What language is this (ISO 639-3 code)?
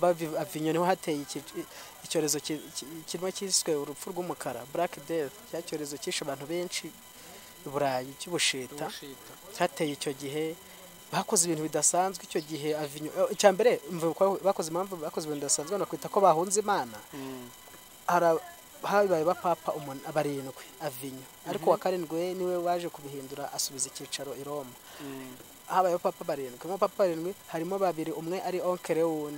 kin